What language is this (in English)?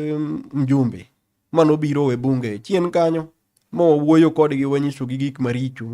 Luo (Kenya and Tanzania)